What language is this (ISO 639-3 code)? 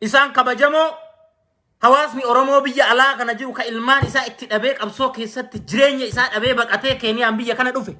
orm